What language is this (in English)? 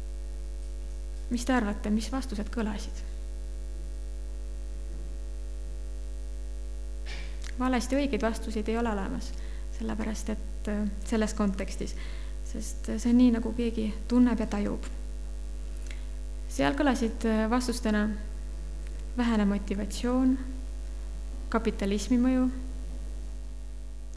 Estonian